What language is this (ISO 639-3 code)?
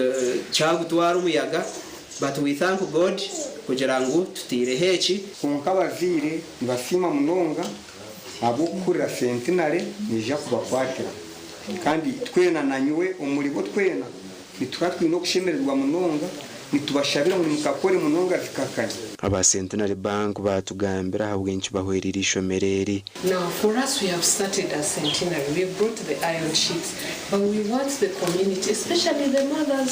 nyn